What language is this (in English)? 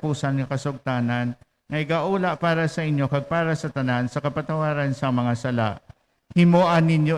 Hiligaynon